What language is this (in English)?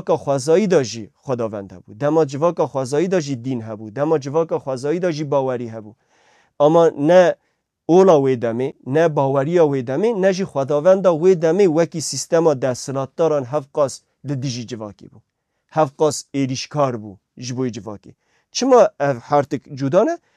Kurdish